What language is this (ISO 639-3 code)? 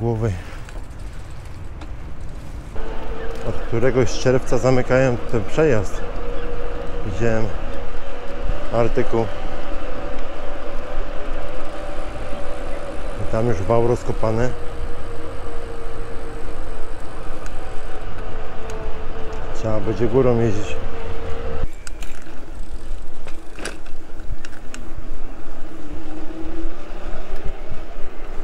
pol